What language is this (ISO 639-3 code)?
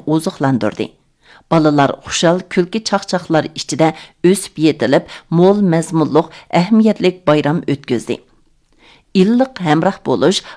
uig